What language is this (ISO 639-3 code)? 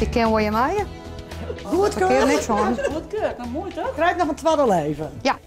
fry